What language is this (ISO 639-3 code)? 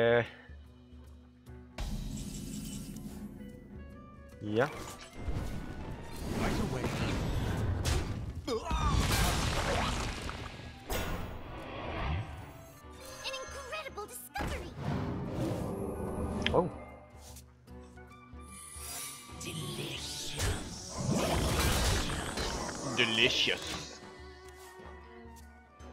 nld